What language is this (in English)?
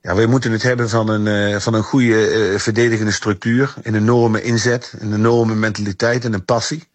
Dutch